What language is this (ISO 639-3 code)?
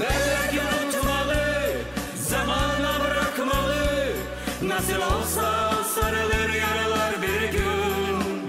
gag